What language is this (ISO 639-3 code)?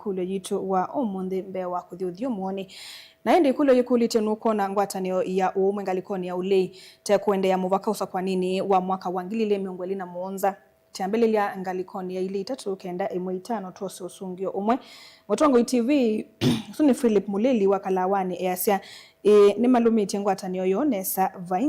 kam